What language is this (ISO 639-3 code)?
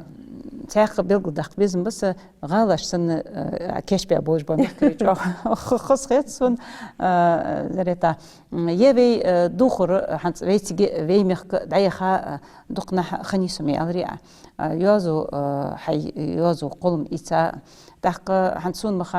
inh